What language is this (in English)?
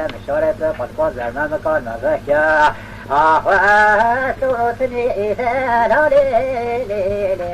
Kurdish